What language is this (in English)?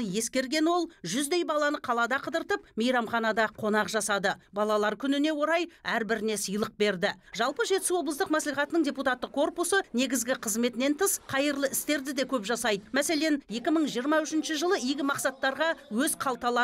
Kazakh